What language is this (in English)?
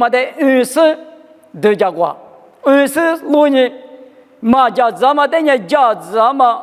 Lisu